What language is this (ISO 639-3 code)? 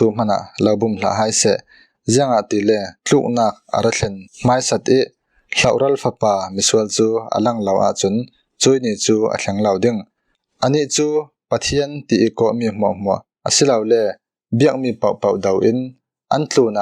cfm